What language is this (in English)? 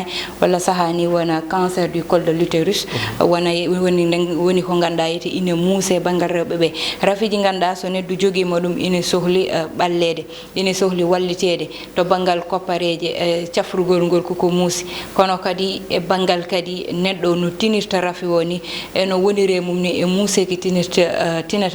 Fula